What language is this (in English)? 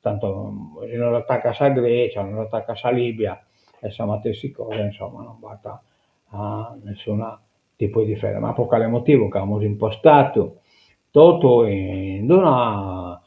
Sardinian